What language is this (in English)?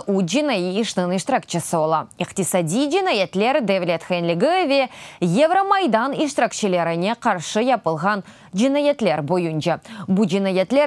Crimean Tatar